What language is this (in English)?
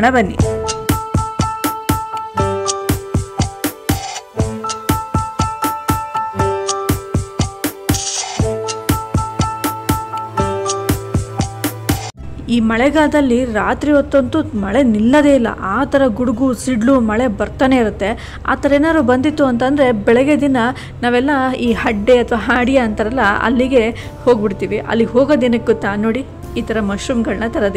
Kannada